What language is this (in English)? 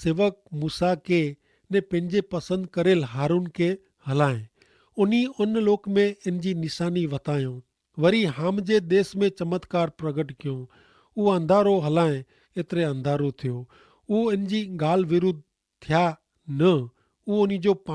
Kachhi